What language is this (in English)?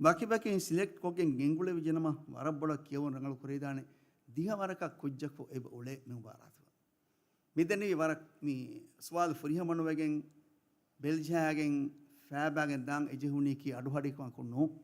Divehi